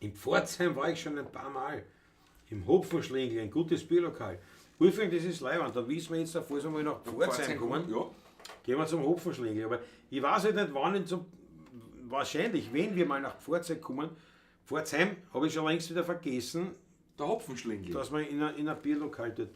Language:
Bavarian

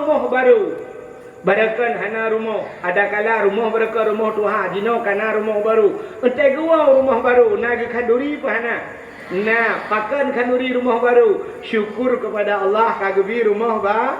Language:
Achinese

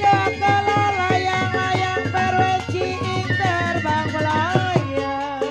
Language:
Betawi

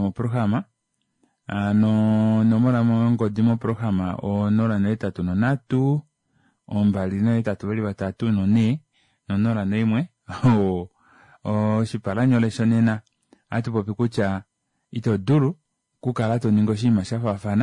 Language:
Kuanyama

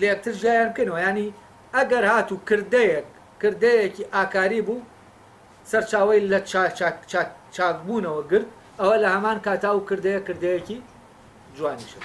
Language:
Central Kurdish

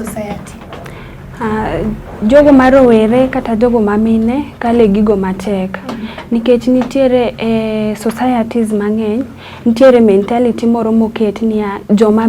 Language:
Luo (Kenya and Tanzania)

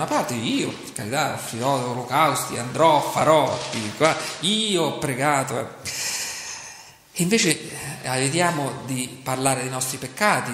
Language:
Italian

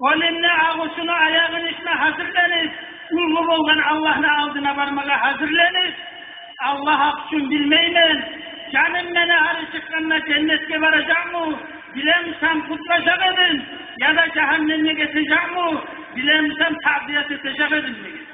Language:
Kumyk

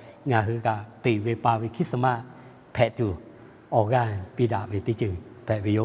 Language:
Lahu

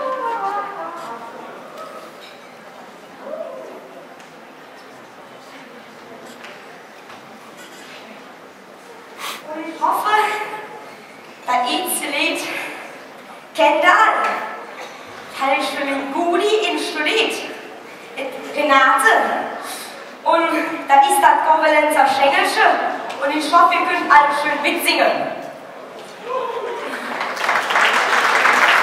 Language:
German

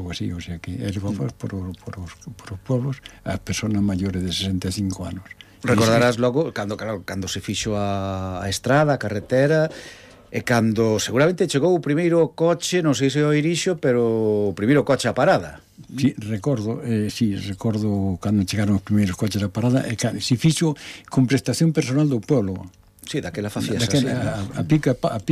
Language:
Galician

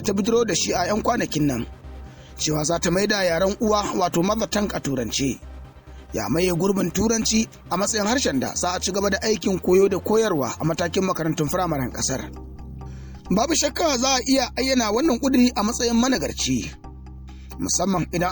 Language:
Hausa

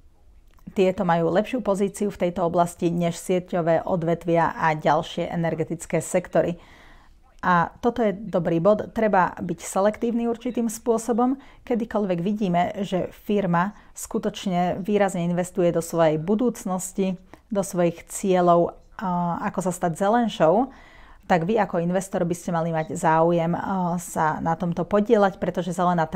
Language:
Slovak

